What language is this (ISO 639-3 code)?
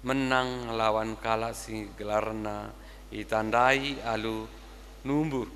btx